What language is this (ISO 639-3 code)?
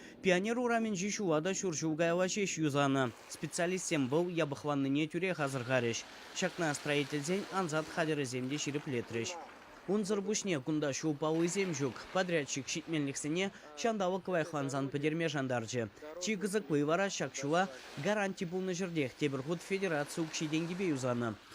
chv